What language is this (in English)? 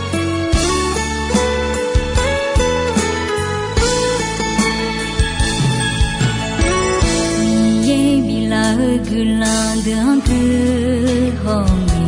Akha